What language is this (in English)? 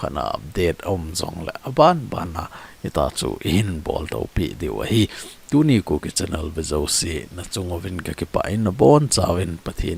Thado Chin